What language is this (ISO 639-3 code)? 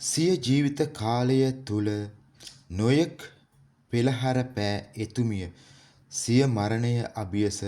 sin